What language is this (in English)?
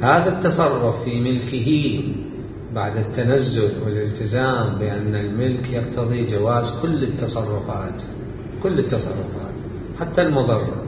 Mesopotamian Arabic